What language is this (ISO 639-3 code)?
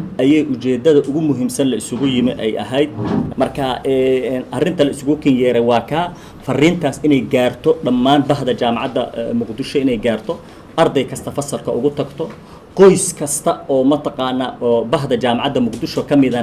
som